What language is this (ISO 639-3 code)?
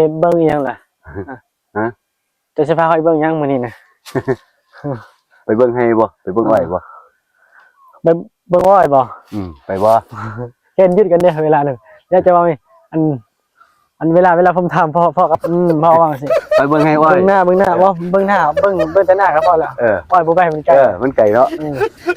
tts